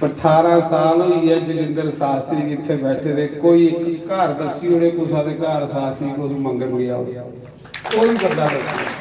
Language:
Dogri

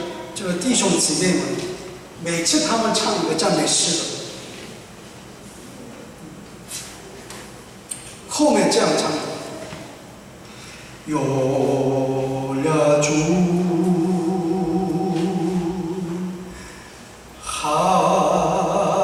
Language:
Chinese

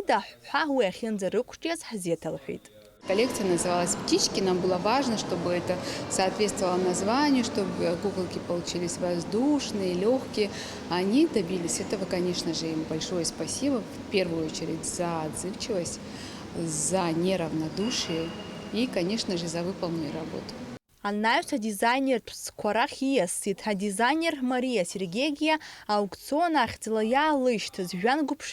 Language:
Abkhazian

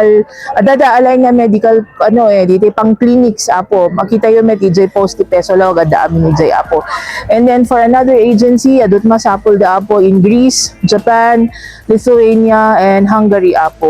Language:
Iloko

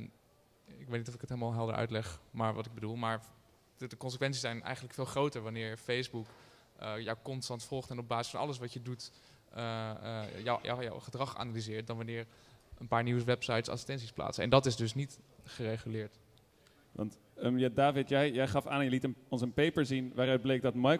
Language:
Dutch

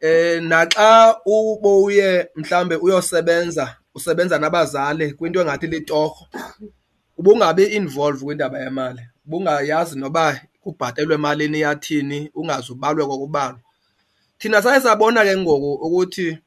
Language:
Xhosa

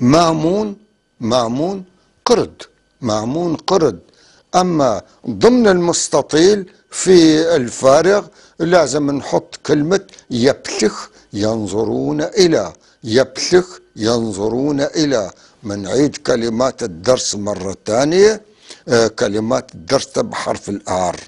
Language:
North Levantine Arabic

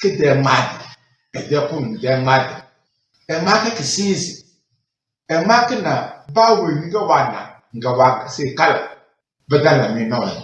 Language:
Tem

